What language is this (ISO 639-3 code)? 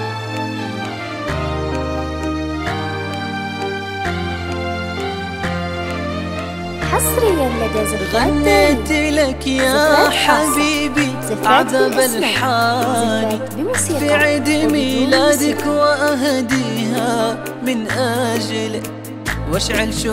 ara